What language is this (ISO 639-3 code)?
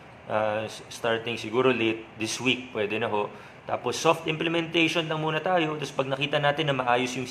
fil